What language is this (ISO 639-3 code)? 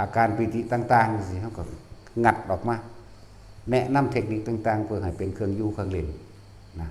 tts